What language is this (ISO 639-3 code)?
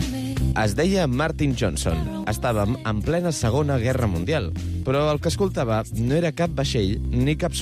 cat